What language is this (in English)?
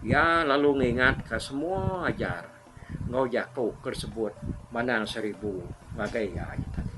Iban